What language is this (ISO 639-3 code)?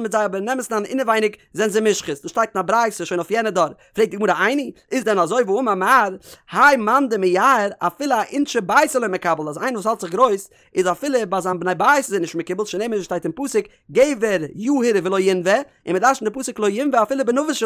yid